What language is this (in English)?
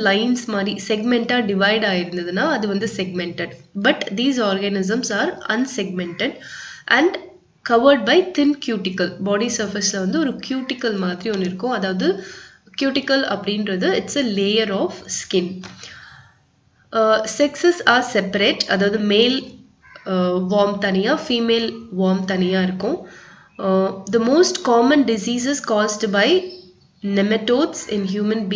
Tamil